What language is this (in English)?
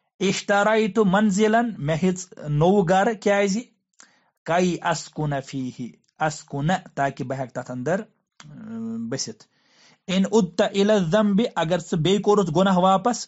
Kashmiri